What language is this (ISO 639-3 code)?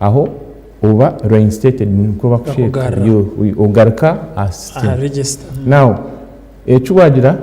nyn